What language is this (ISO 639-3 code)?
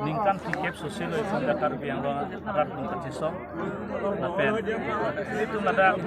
mjw